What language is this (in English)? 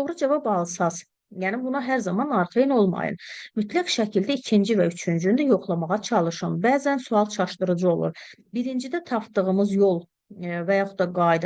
Azerbaijani